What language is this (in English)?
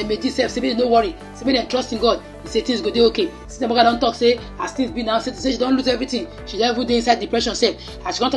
Nigerian Pidgin